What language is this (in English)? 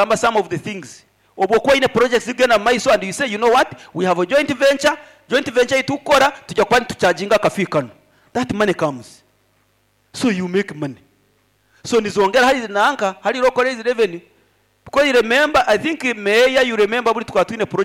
Nyankole